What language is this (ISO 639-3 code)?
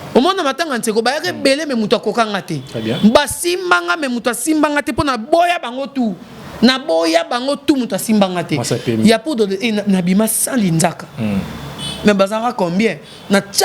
lin